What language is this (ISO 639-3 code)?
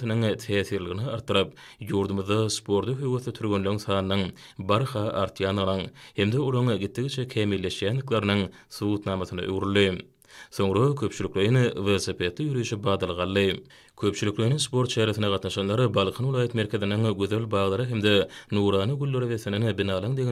tuk